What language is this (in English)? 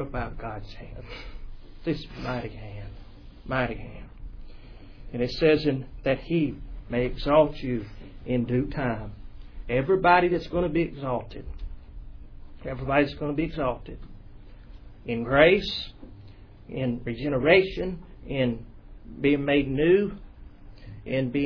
English